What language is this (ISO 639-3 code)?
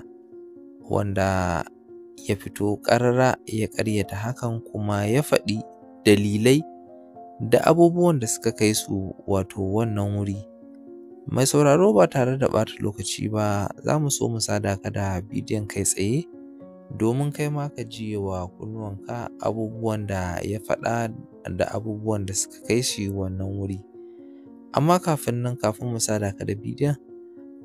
hau